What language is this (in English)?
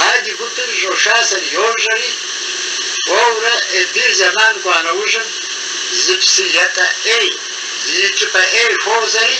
Kabardian